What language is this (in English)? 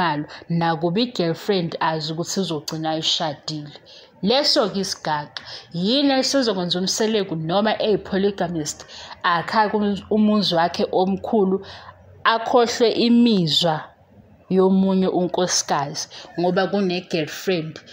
Zulu